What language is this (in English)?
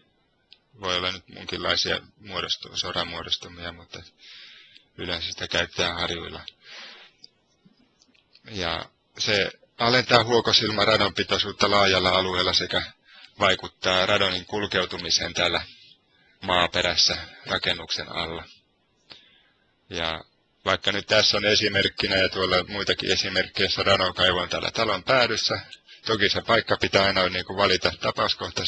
Finnish